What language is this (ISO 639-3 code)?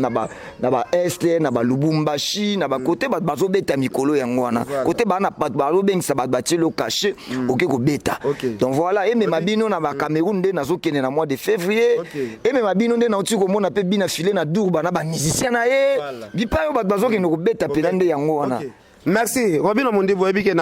lin